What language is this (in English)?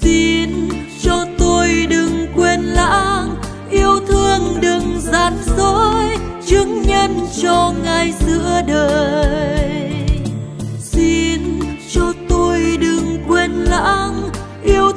Vietnamese